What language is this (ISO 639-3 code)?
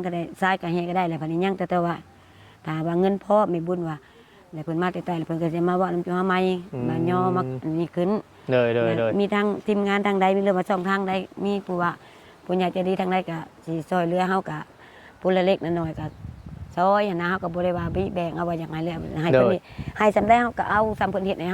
tts